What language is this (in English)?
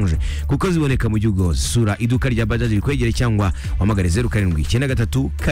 Kinyarwanda